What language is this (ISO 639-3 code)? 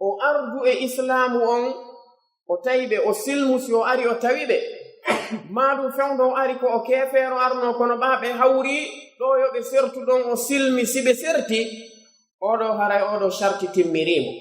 fuf